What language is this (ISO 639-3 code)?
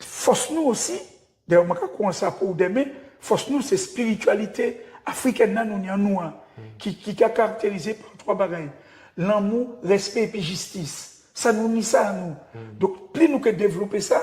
gcf